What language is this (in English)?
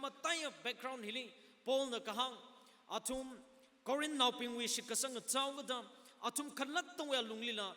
Tangkhul Naga (India)